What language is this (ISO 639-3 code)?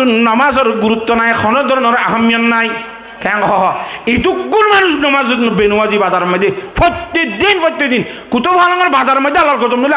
rhg